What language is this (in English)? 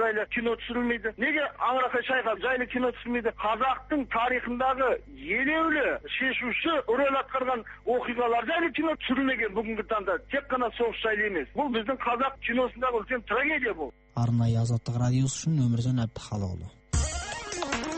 Kazakh